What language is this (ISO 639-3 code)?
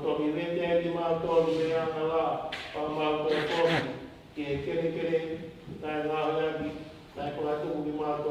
ton